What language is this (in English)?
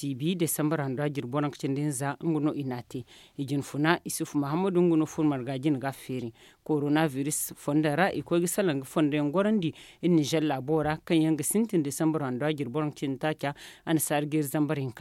Zarma